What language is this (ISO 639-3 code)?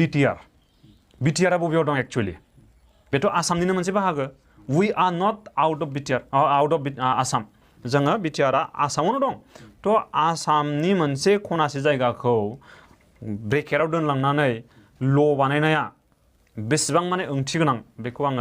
brx